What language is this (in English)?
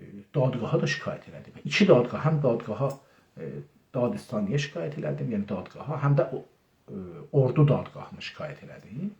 South Azerbaijani